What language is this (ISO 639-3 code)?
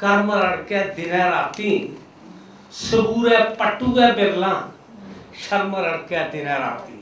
doi